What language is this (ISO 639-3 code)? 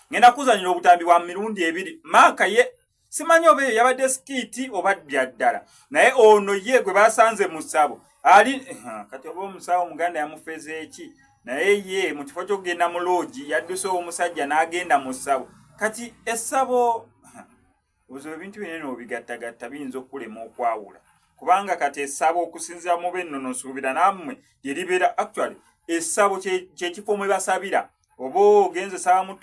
lug